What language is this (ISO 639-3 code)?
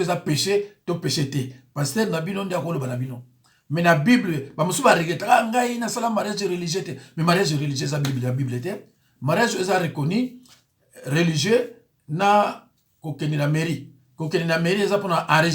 lin